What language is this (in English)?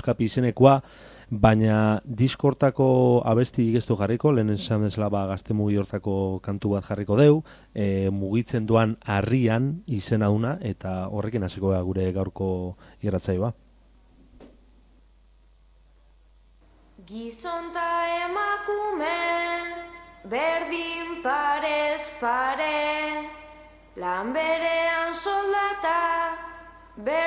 Basque